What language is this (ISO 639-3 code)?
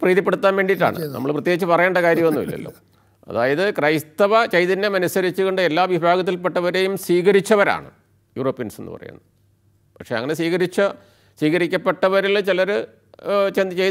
mal